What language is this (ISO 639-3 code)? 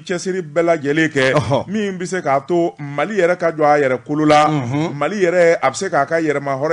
bam